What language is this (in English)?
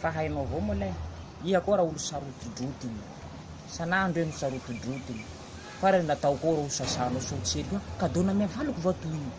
Malagasy